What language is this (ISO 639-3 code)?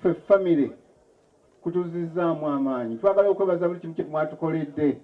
lug